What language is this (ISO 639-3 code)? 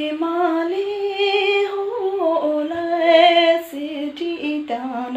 bod